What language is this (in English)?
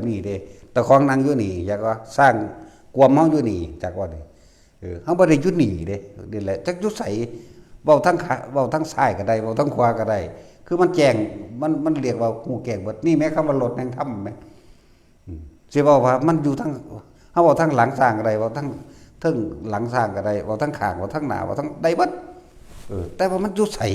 Northeastern Thai